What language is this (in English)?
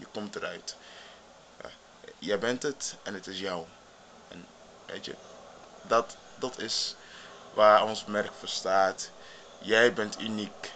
Dutch